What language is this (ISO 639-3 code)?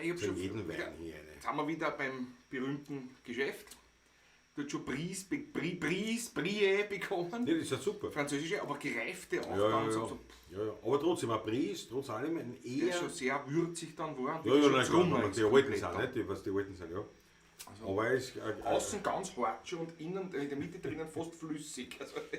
bar